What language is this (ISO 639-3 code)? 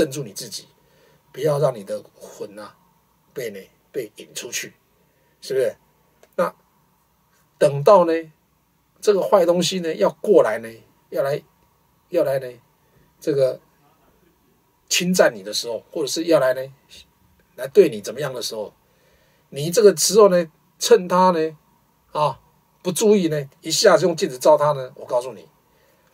zho